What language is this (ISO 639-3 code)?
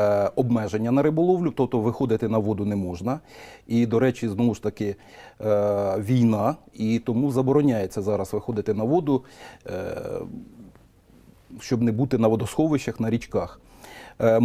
ukr